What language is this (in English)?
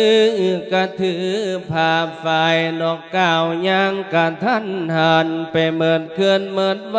Lao